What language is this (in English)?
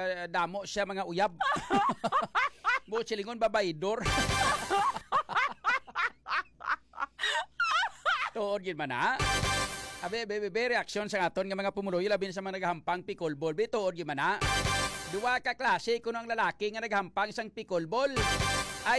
Hiligaynon